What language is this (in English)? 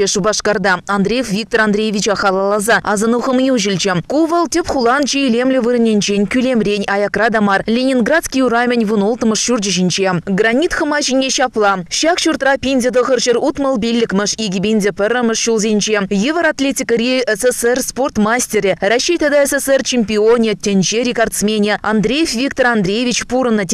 Chuvash